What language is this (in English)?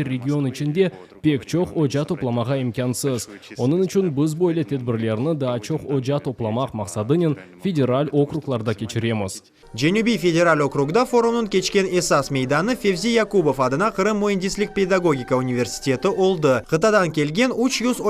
Crimean Tatar